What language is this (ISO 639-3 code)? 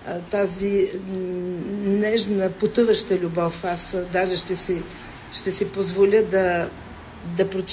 bul